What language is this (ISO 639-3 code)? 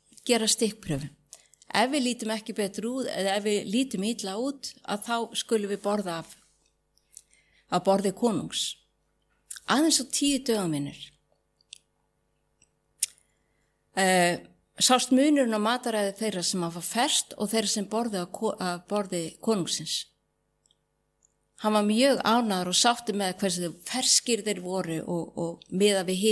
isl